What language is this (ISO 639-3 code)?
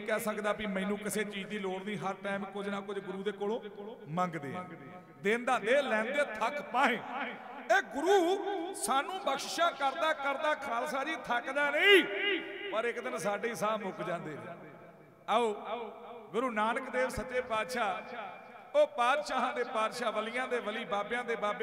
pan